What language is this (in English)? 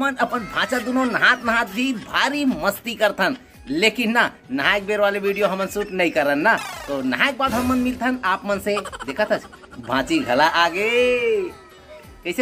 Chhattisgarhi